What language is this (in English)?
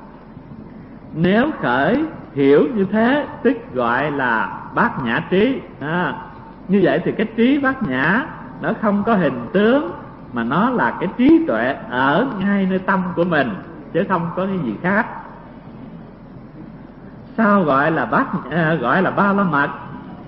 Vietnamese